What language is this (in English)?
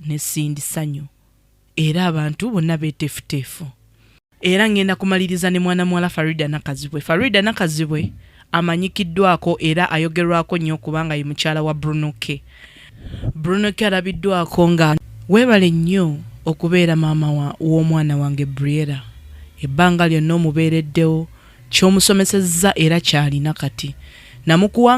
Ganda